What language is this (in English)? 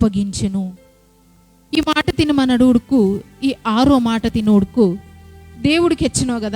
Koya